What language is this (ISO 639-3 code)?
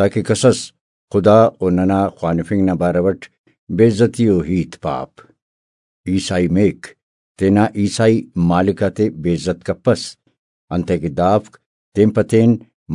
brh